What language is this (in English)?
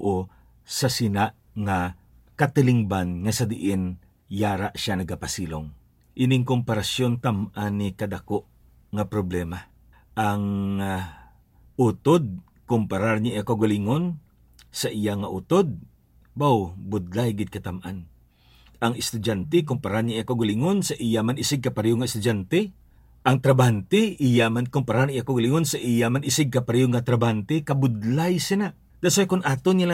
Hiligaynon